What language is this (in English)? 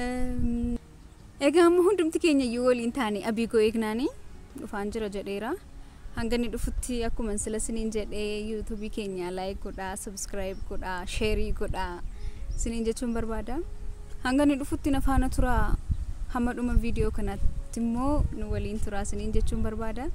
Oromo